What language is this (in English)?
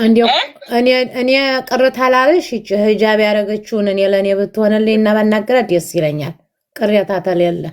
Amharic